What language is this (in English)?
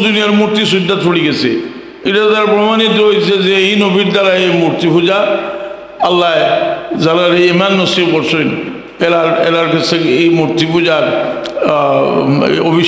Sylheti